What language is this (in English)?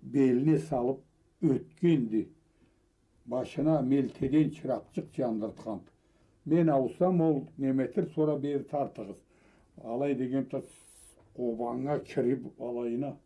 Karachay-Balkar